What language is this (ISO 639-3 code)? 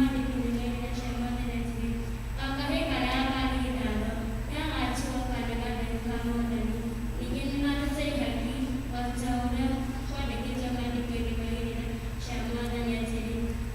kik